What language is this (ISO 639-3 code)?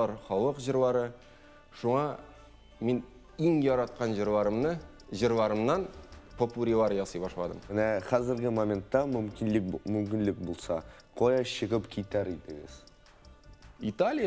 tat